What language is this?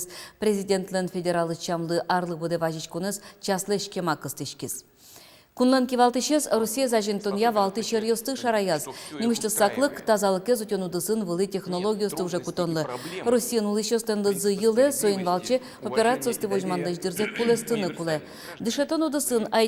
Udmurt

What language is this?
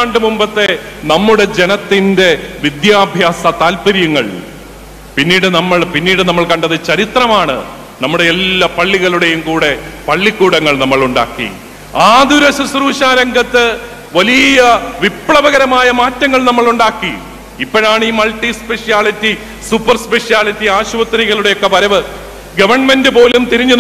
Malayalam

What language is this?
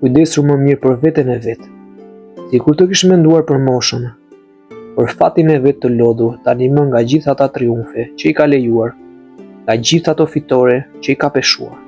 Albanian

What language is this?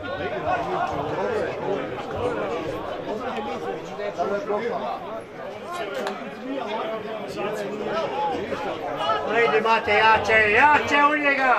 Croatian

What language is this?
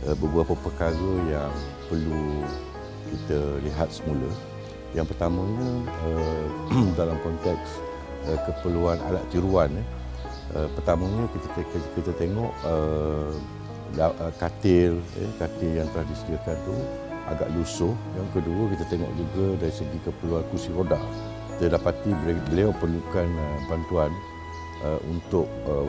Malay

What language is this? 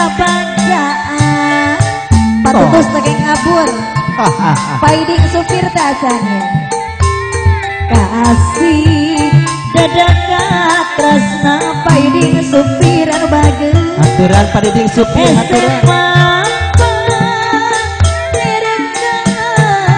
Sundanese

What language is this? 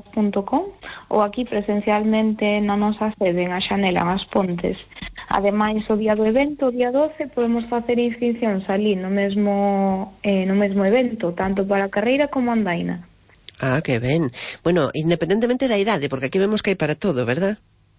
Galician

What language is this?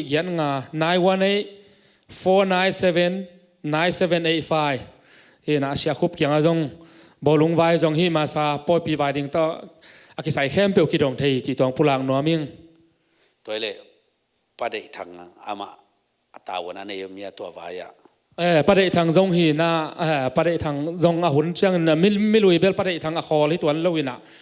Tedim Chin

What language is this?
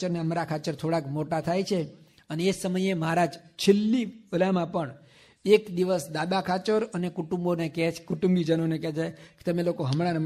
Gujarati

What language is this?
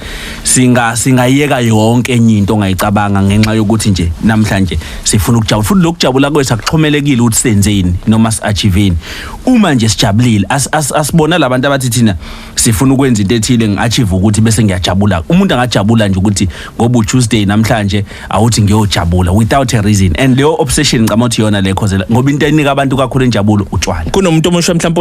Zulu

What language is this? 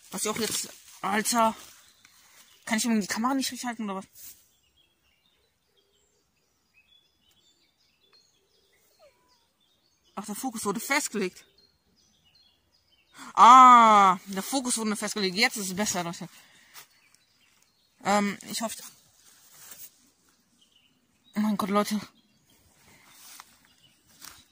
German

